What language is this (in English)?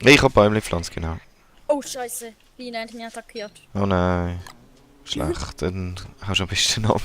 Swiss German